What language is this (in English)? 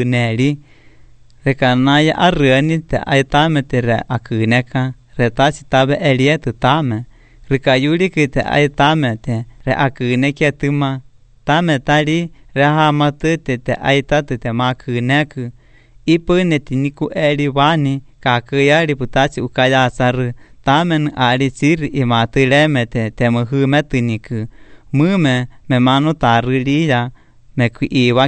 Estonian